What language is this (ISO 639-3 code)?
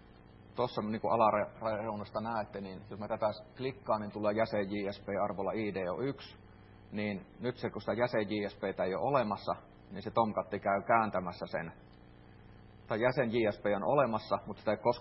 fin